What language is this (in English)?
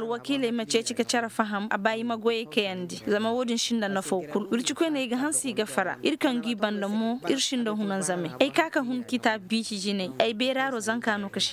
Koyraboro Senni